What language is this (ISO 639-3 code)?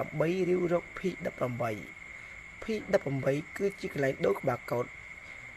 khm